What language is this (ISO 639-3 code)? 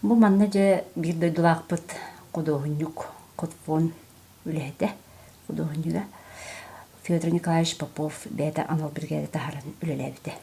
sah